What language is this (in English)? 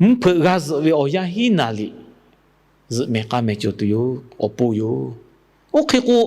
Lahu